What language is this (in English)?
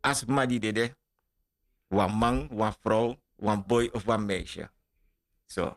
Sranan Tongo